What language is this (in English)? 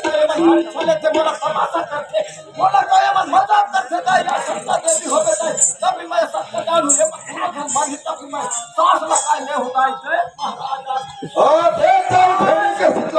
Chhattisgarhi